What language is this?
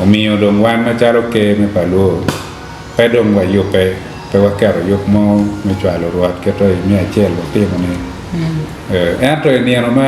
Acoli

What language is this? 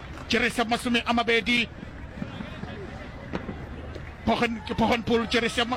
Northern Sotho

